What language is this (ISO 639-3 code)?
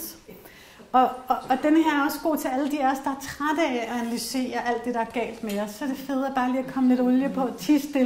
dan